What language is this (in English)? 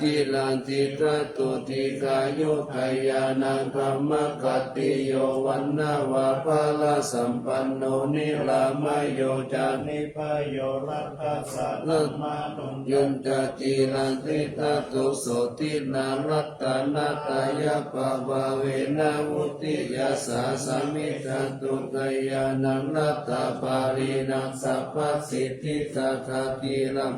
Pali